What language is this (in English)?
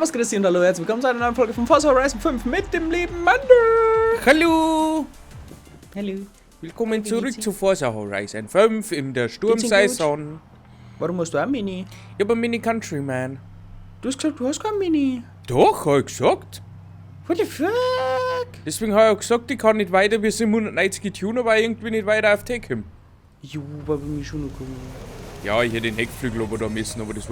Bavarian